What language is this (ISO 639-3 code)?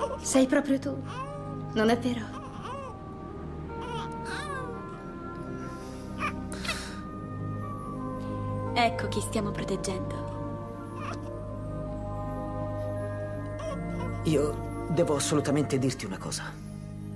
ita